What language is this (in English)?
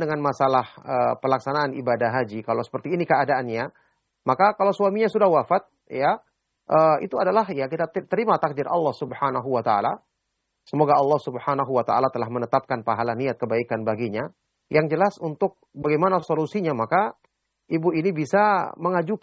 Indonesian